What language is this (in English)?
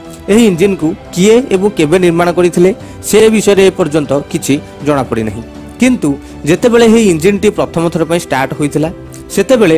Odia